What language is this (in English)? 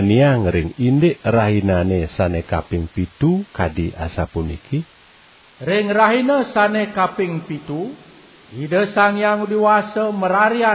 Balinese